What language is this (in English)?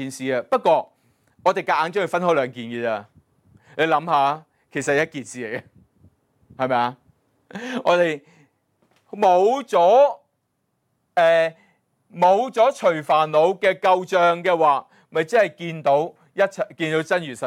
Cantonese